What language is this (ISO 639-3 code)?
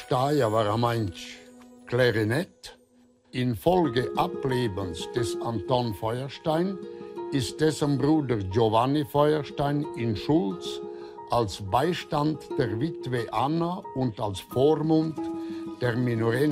roh